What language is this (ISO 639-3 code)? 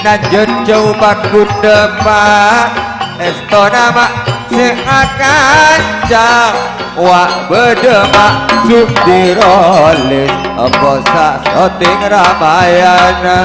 mad